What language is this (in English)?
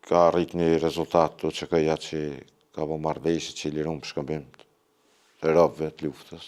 Albanian